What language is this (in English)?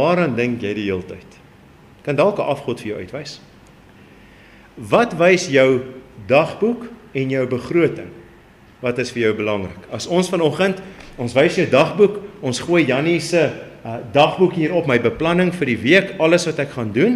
Afrikaans